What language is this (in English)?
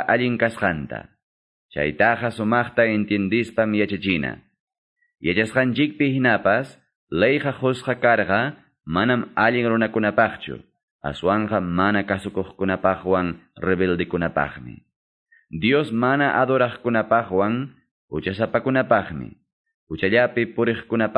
Quechua